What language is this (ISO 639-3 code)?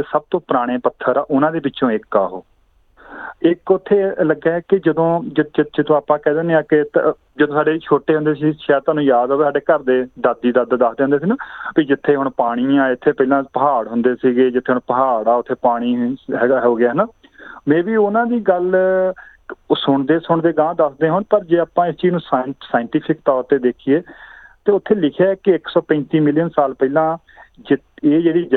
pan